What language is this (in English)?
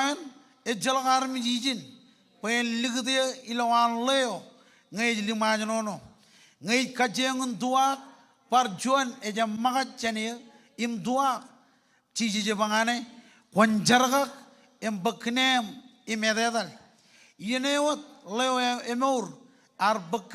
Marshallese